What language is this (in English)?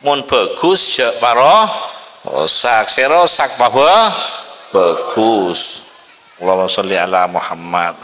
Madurese